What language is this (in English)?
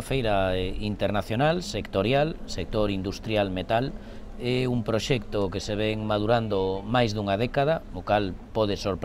Galician